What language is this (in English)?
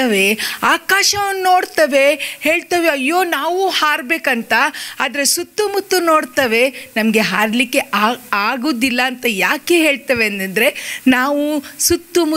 Kannada